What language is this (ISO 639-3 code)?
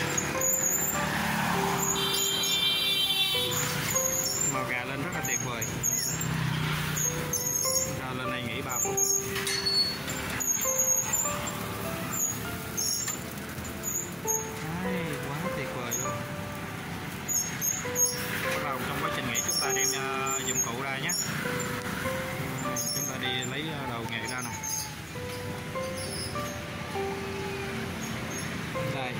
vie